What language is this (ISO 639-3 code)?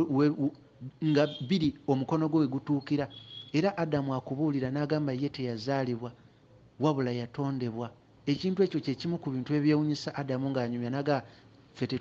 lug